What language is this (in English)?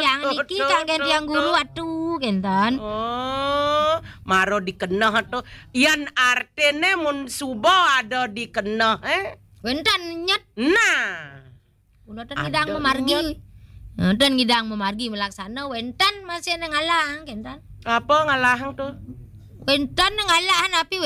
Balinese